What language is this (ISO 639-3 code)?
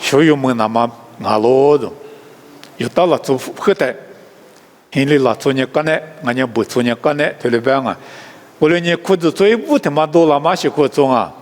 lis